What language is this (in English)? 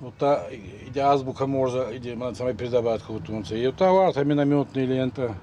Ossetic